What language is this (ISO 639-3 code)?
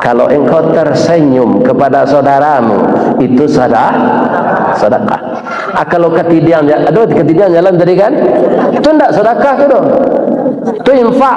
min